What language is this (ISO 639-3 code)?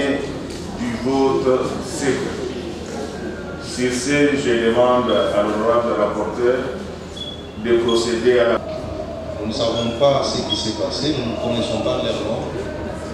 fra